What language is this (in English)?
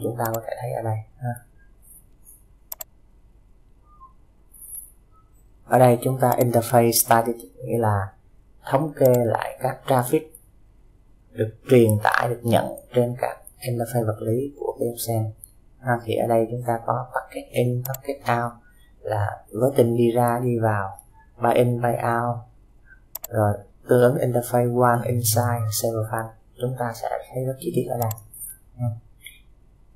Vietnamese